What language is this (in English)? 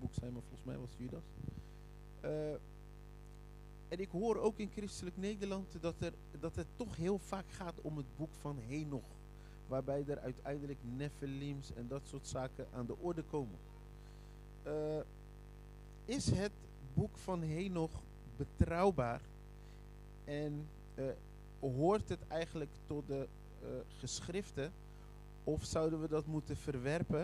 Dutch